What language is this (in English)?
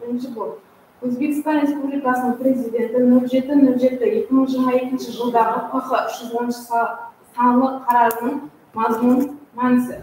Kara-Kalpak